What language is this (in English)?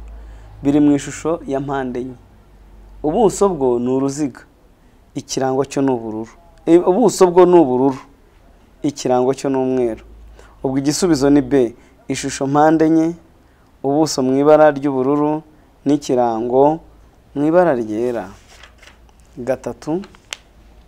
Kinyarwanda